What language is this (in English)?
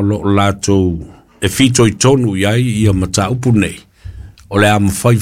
Samoan